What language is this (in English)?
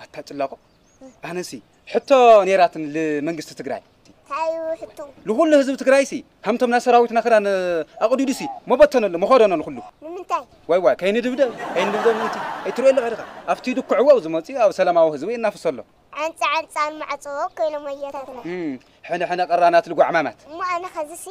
Tigrinya